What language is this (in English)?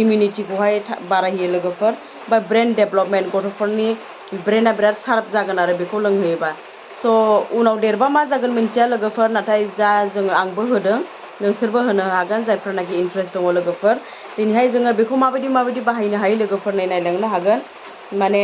Bodo